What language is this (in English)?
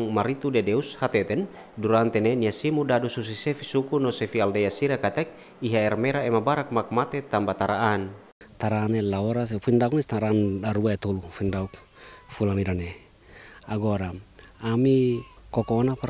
Tetum